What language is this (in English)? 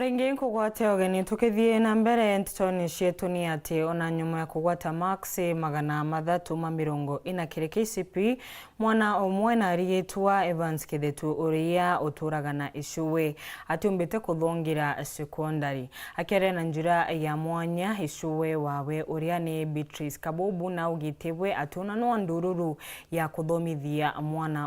Meru